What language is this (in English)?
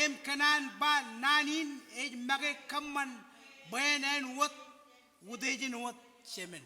Marshallese